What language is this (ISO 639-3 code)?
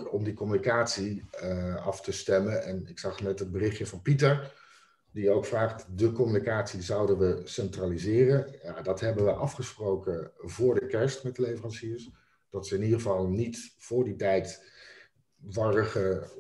nld